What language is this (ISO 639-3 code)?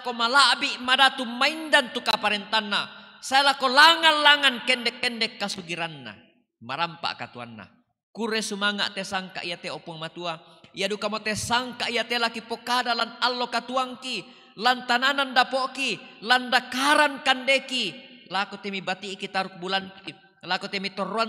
sda